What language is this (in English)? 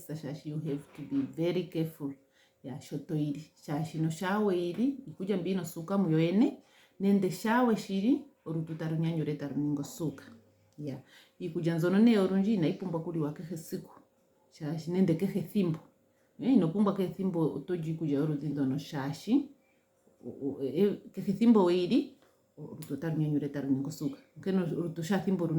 Ndonga